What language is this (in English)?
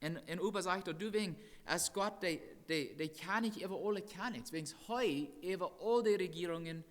Plautdietsch